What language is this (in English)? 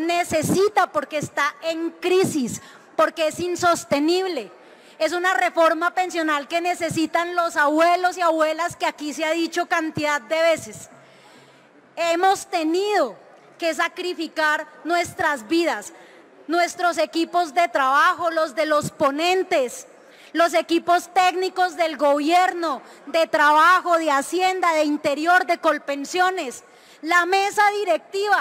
Spanish